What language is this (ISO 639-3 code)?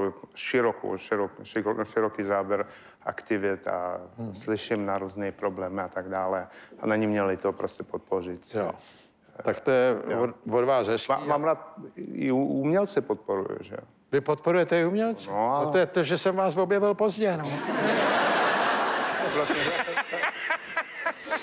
ces